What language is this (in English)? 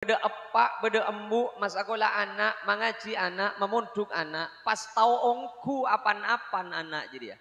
Madurese